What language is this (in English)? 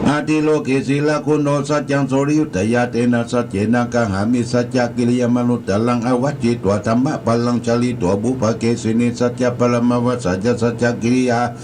Pali